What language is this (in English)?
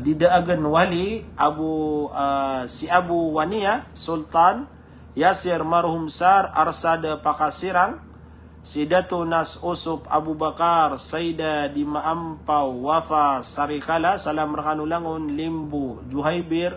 Maranao